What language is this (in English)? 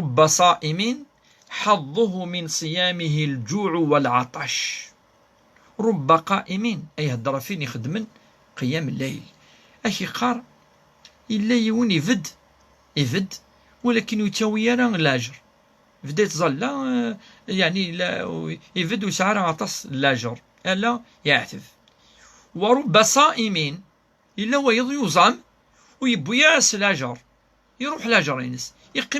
Kabyle